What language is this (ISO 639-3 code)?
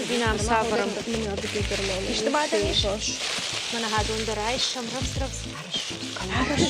oss